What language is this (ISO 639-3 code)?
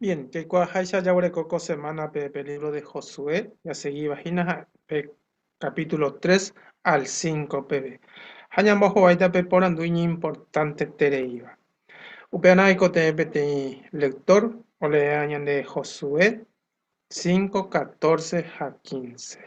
grn